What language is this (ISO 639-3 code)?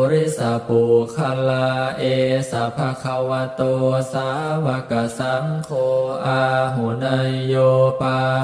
pli